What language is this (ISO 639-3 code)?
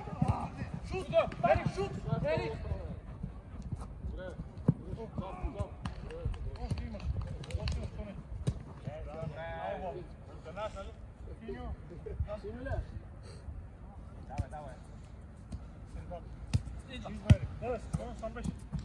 bul